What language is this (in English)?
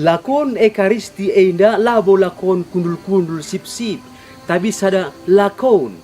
Batak Karo